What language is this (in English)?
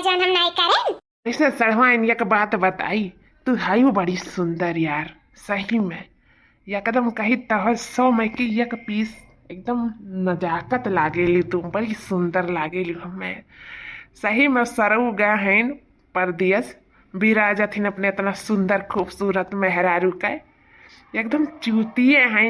Awadhi